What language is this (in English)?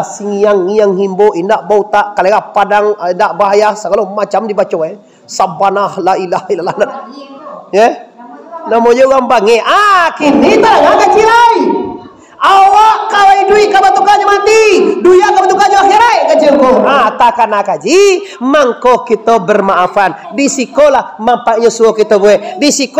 Minangkabau